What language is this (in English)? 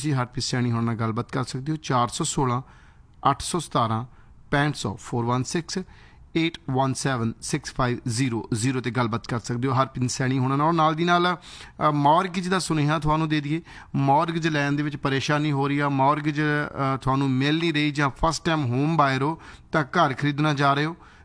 Punjabi